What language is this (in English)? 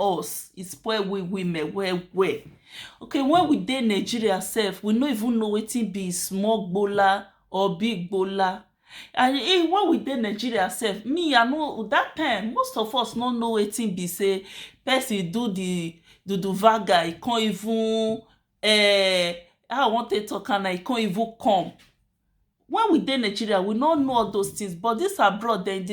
Nigerian Pidgin